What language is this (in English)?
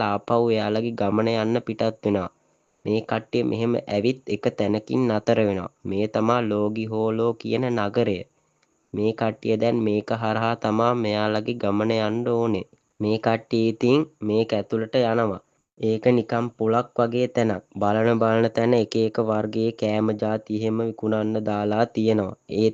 Sinhala